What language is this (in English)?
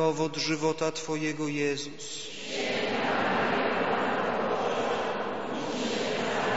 Polish